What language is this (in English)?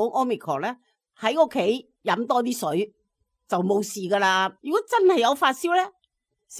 Cantonese